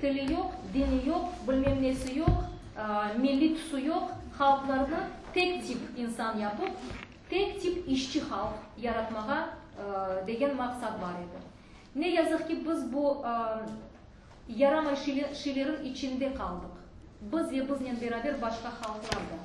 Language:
Crimean Tatar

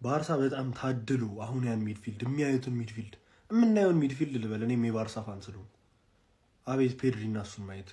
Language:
Amharic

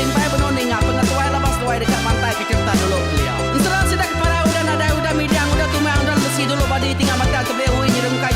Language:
Iban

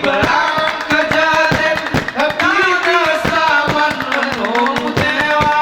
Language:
Gayo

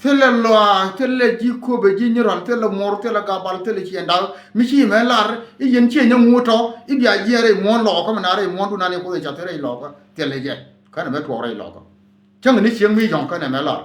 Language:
Nuer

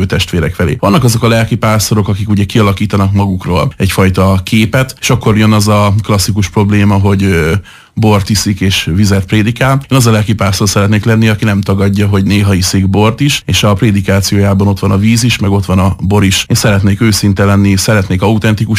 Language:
Hungarian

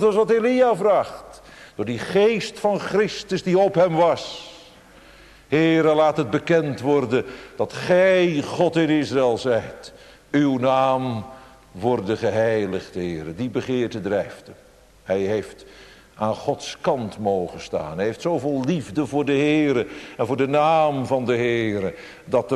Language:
Dutch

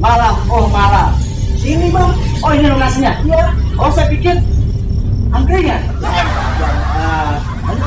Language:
Betawi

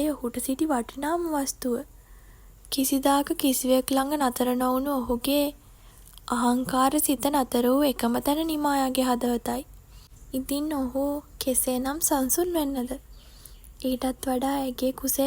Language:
Sinhala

